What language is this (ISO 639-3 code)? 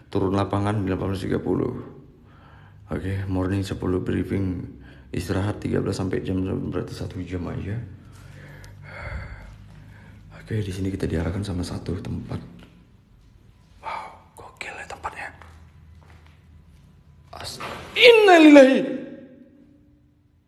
ind